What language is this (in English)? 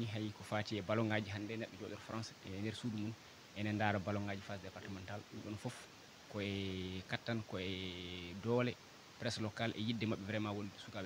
Fula